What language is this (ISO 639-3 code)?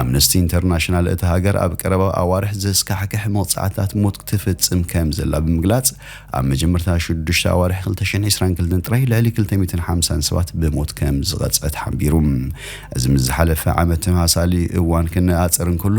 tir